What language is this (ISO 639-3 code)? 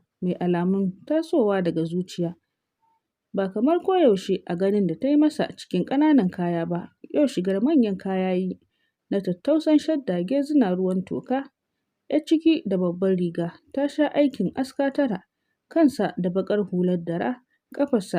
hau